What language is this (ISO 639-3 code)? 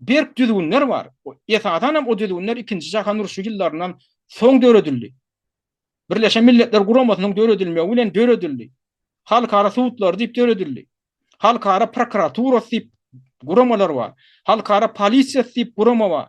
tuk